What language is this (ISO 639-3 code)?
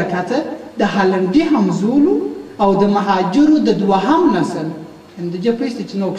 pus